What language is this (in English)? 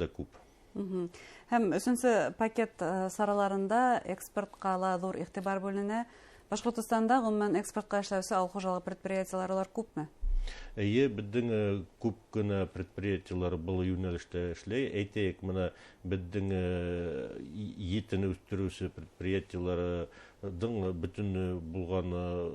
Bashkir